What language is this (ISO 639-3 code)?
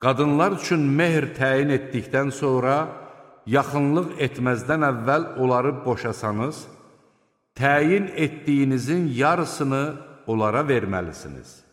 aze